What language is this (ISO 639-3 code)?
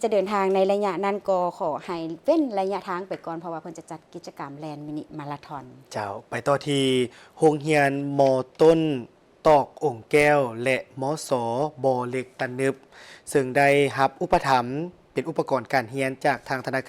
lao